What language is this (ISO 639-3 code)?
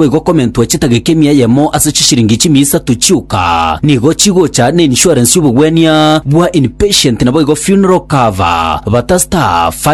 guz